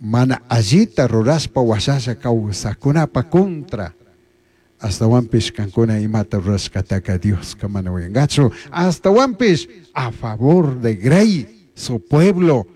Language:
Chimborazo Highland Quichua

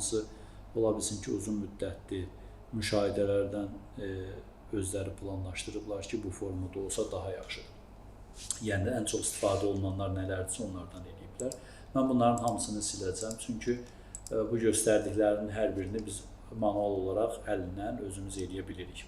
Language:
Azerbaijani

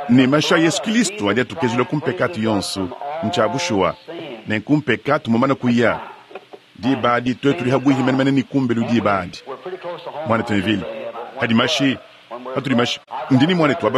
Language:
Luba-Lulua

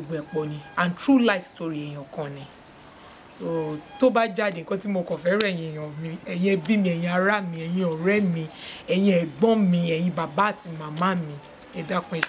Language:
Yoruba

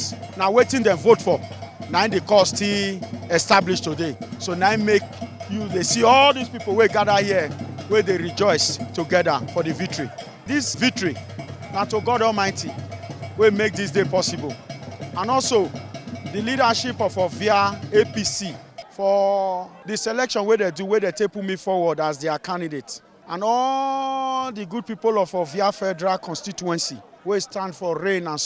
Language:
Nigerian Pidgin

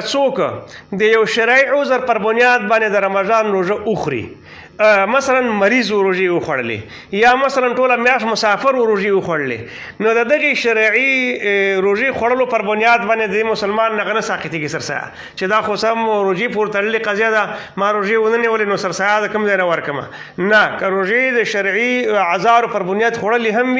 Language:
Pashto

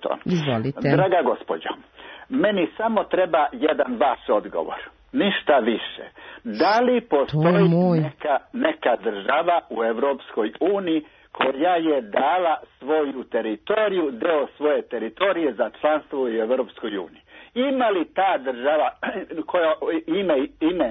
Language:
Serbian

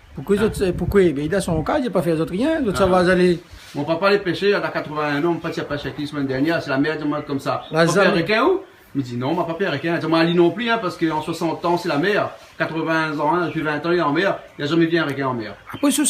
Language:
Réunion Creole French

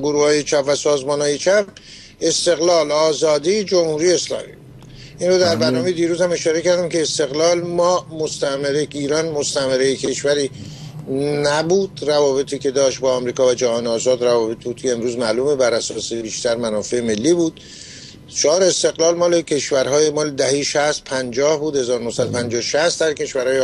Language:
Persian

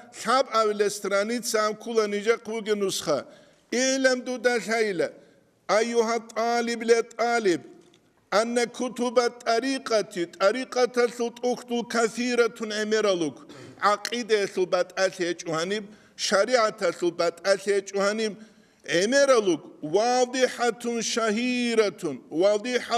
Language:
Avaric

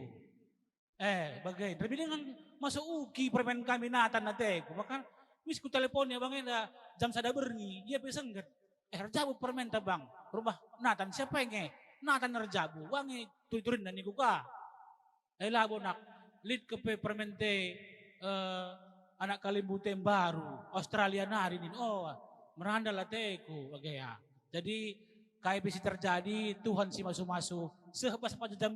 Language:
Batak Karo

